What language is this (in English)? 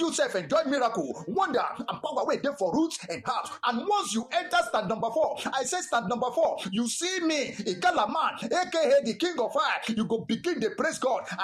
Nigerian Pidgin